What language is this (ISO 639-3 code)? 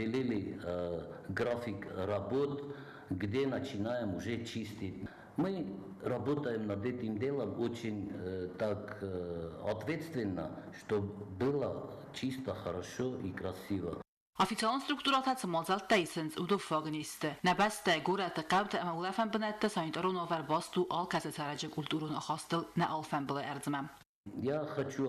oss